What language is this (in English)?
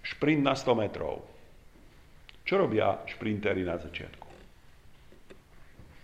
Slovak